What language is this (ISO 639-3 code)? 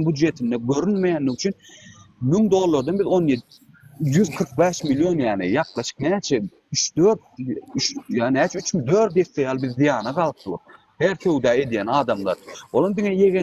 tuk